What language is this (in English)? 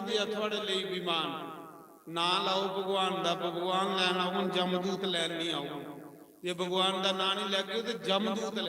Dogri